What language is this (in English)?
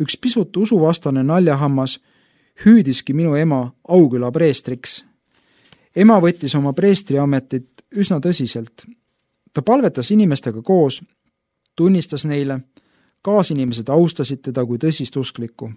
Estonian